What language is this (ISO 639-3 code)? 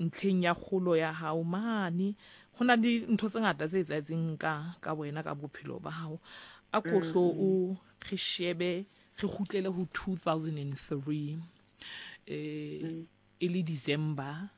sot